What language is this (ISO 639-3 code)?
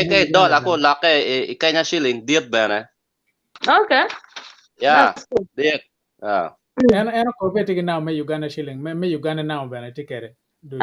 ach